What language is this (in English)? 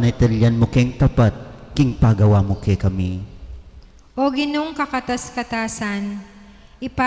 Pampanga